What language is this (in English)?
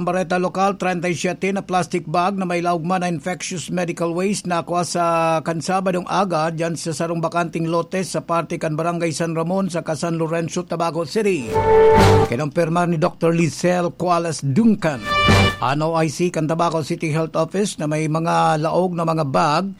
Bikol